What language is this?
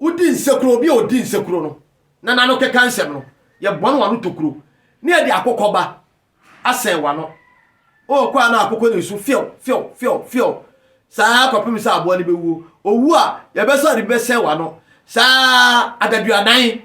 Akan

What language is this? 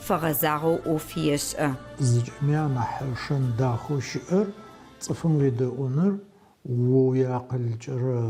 Adyghe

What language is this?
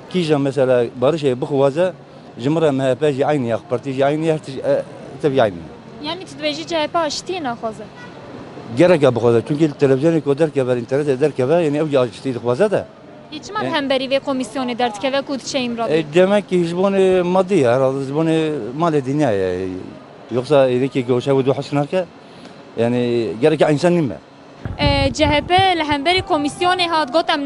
Kurdish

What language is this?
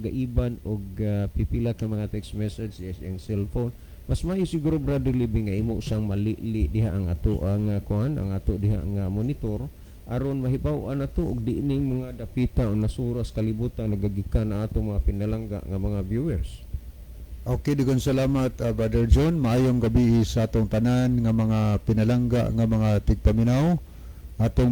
Cebuano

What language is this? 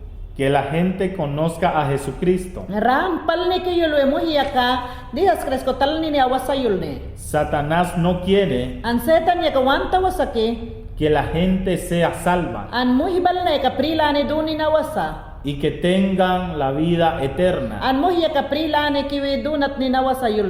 Mayangna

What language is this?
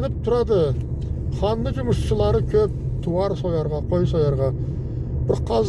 Karachay-Balkar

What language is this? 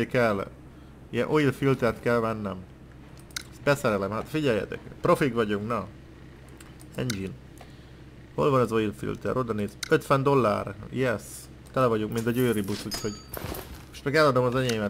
Hungarian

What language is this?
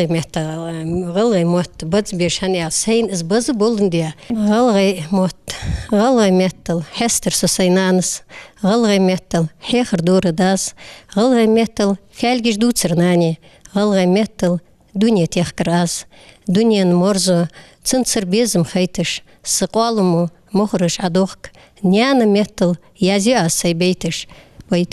Ingush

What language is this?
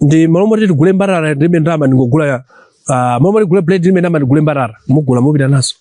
Nyanja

